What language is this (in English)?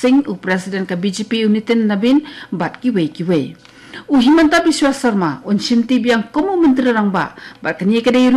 Khasi